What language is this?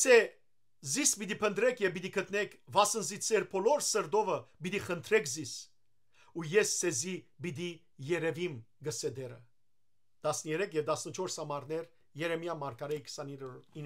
Western Armenian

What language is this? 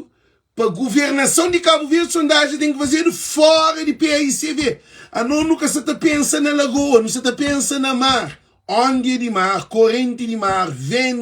Kabuverdianu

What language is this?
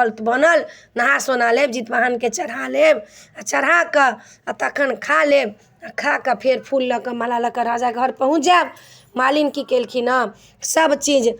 Maithili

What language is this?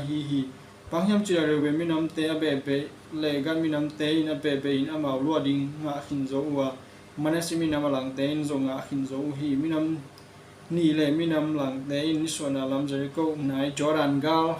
Tedim Chin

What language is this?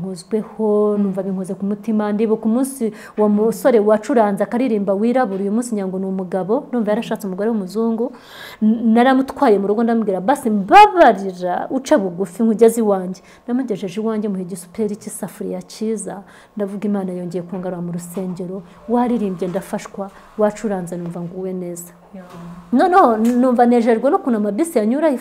Kinyarwanda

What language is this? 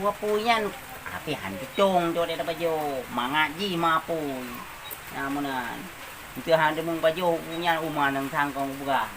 Achinese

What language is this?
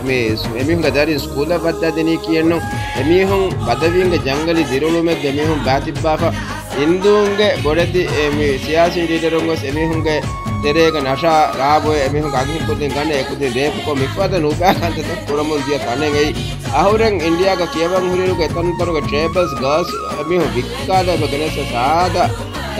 Divehi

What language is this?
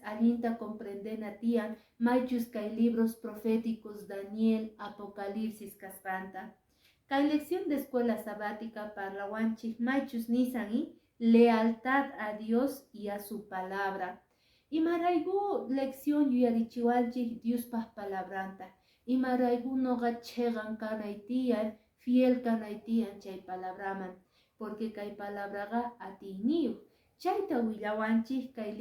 Quechua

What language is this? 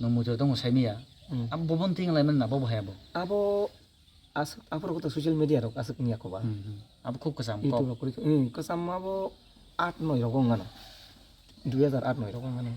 Kok Borok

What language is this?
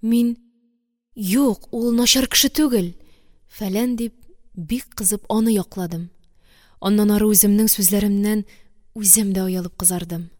Tatar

